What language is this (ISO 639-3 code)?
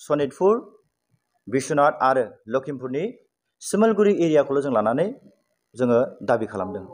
brx